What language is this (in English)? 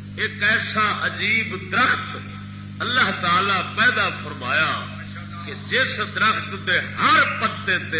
Saraiki